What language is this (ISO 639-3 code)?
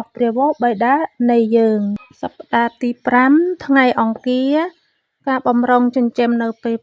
khm